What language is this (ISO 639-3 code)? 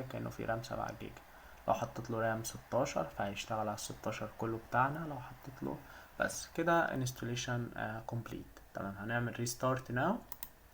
arz